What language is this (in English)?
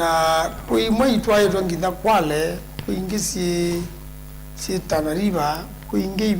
Kamba